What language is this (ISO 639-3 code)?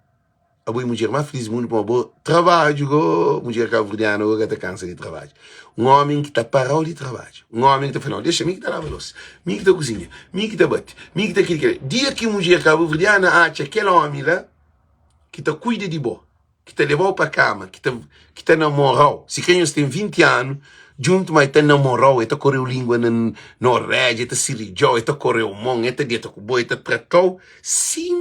kea